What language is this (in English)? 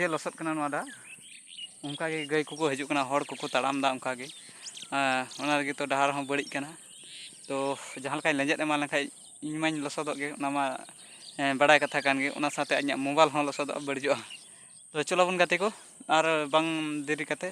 Santali